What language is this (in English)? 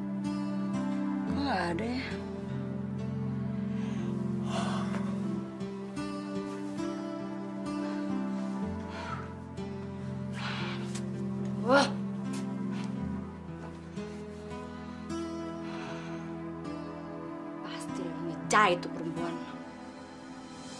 Indonesian